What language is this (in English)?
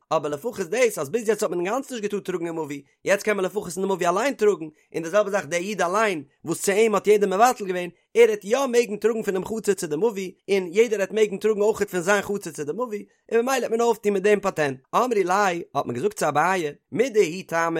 Yiddish